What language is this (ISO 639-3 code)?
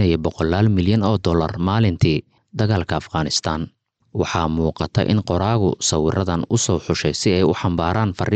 som